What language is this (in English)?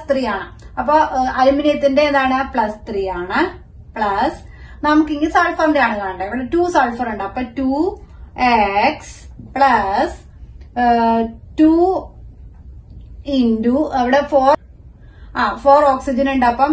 Malayalam